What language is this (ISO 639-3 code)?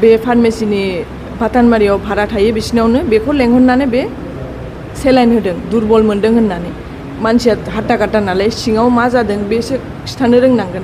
brx